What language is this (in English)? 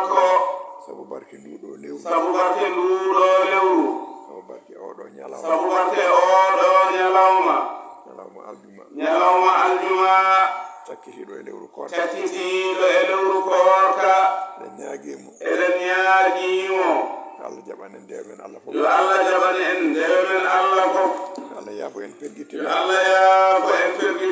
Fula